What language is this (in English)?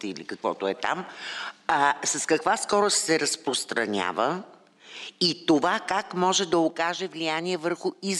Bulgarian